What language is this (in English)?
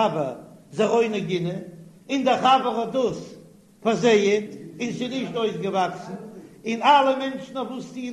Yiddish